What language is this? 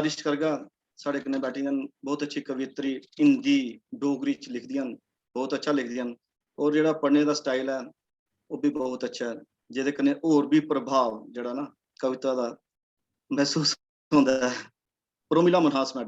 Dogri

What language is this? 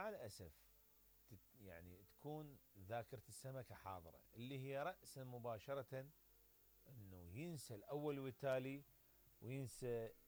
Mesopotamian Arabic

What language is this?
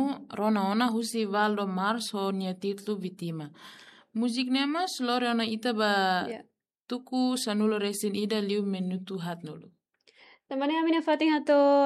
Tetum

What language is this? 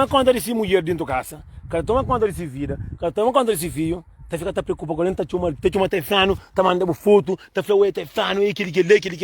Kabuverdianu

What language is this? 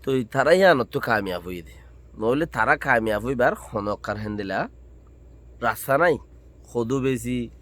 Rohingya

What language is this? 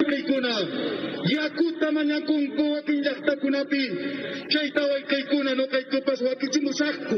Ayacucho Quechua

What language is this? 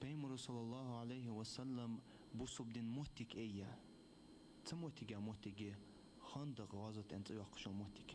Ingush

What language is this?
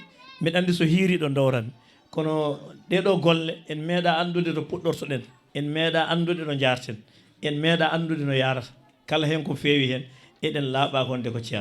Fula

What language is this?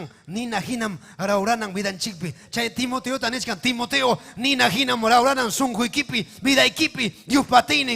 Ayacucho Quechua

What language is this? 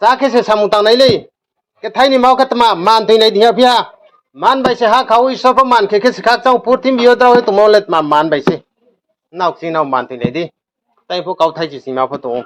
Riang (India)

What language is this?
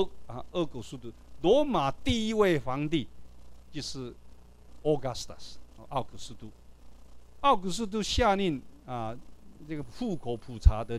Chinese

